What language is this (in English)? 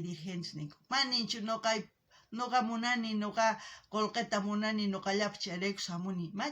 South Bolivian Quechua